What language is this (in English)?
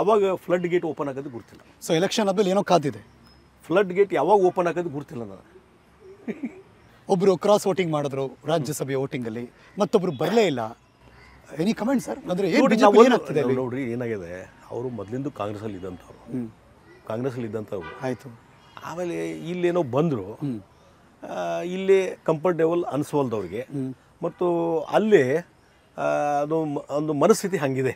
Kannada